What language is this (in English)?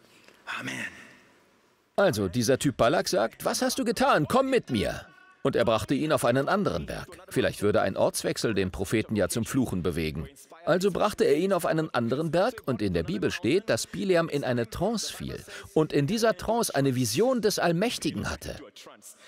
German